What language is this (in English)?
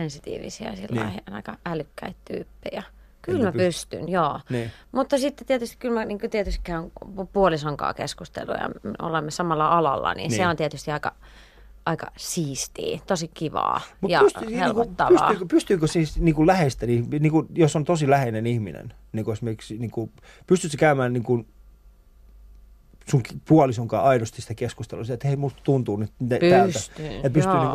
Finnish